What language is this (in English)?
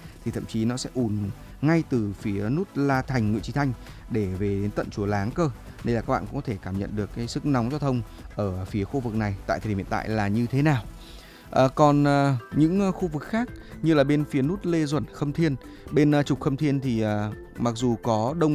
Vietnamese